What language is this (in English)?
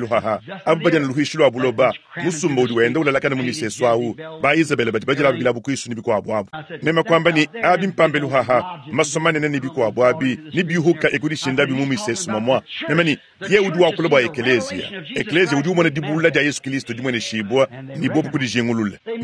Luba-Lulua